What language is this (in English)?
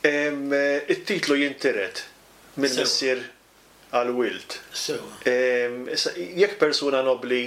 Maltese